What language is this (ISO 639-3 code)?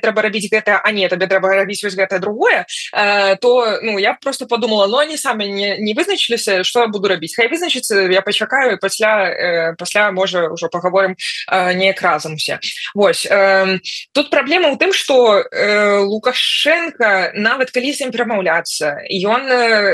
bel